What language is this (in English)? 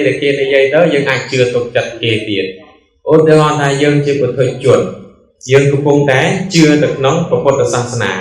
Khmer